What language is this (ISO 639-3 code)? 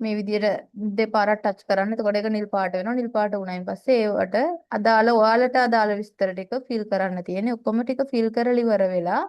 sin